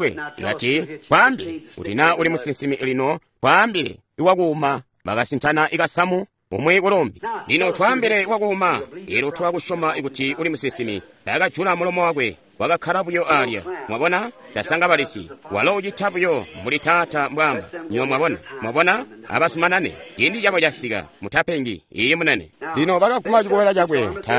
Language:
Tonga (Zambia)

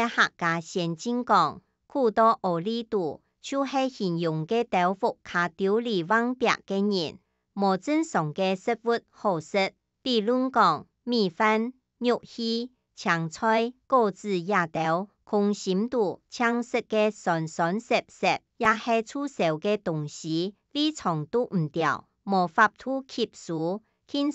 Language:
Hakka Chinese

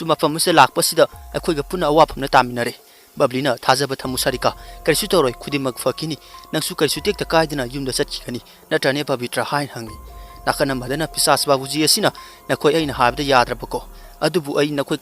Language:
Manipuri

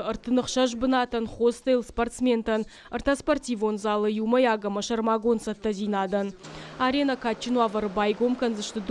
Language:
Ossetic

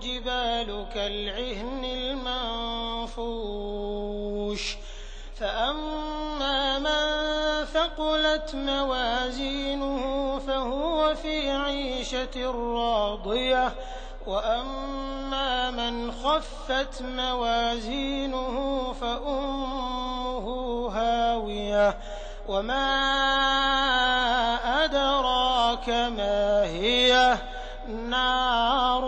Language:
Arabic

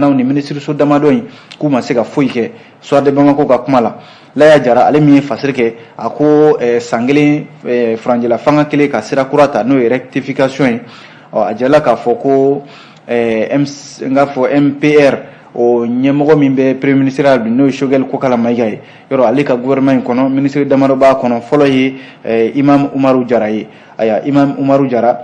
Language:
Bambara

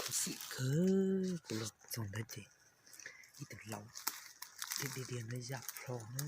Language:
Hmong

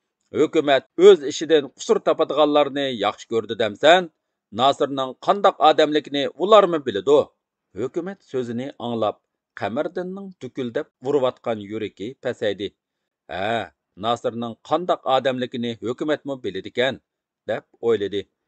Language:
Uyghur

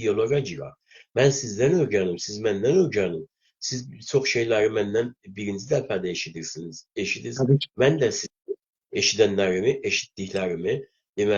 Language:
South Azerbaijani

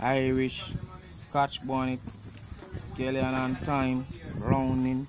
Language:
Jamaican Creole English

